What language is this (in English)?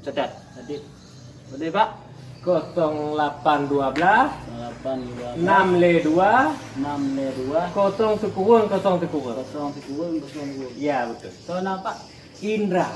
Achinese